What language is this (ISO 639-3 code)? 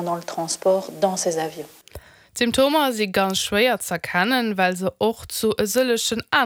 ltz